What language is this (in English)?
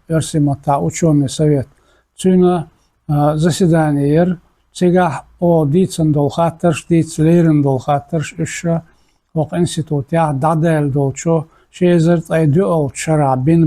Chechen